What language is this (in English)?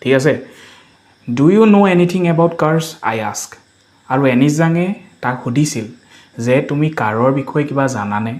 Assamese